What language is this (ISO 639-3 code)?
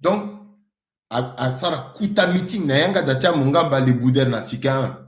sag